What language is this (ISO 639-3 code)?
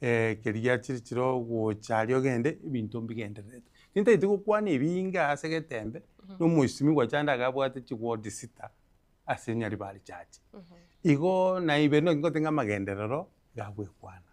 guz